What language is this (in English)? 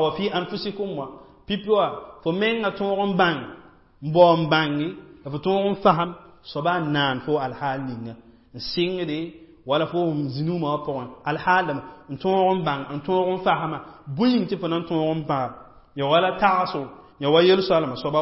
Mossi